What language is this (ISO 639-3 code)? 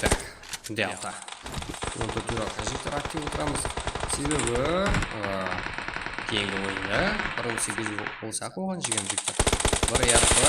kaa